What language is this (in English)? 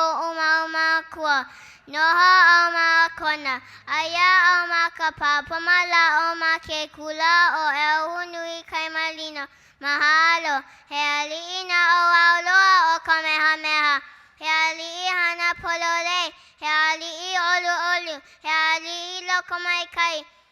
Hawaiian